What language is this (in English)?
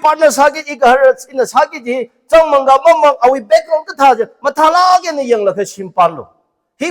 Tangkhul Naga (India)